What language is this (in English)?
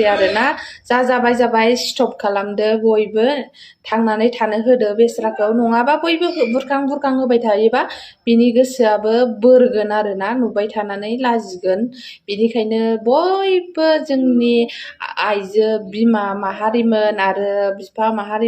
Bodo